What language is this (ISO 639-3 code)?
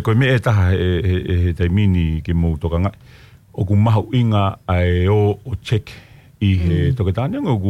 ton